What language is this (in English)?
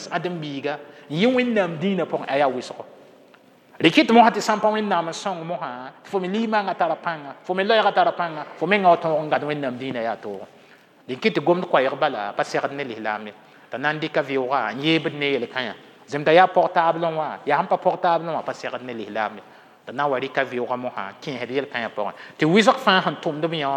Mossi